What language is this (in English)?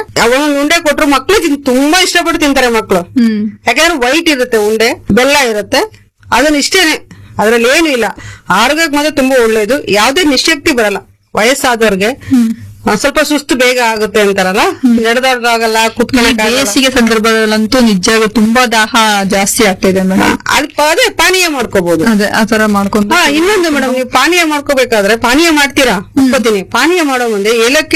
Kannada